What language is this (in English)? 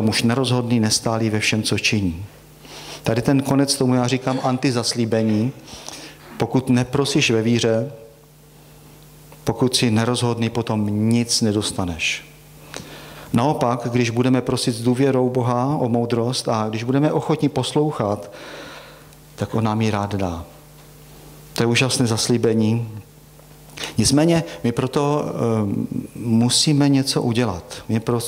Czech